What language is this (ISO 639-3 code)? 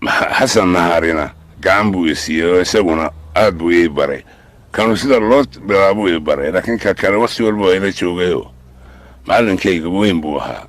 som